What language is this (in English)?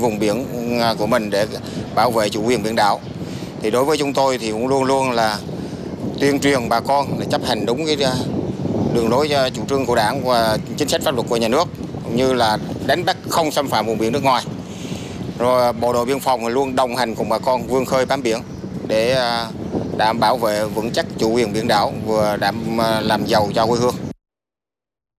Vietnamese